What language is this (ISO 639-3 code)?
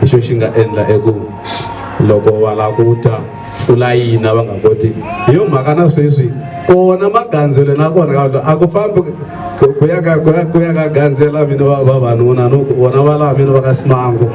tso